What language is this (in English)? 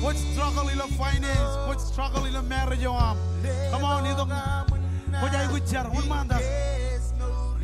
Marshallese